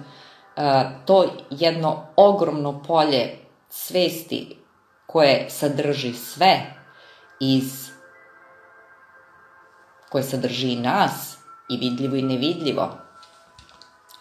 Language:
Serbian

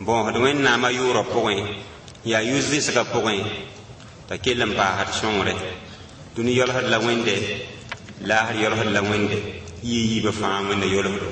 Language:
Mossi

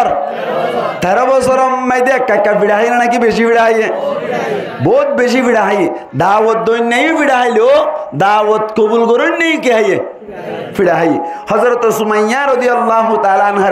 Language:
Rohingya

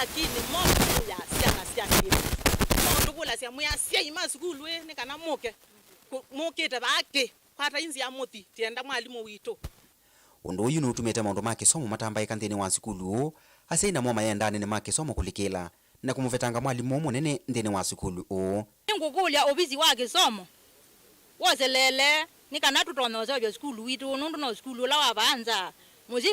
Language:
Kamba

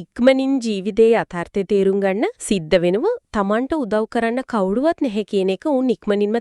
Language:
Sinhala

